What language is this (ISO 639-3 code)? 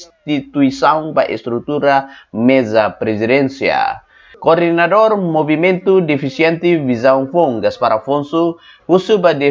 tet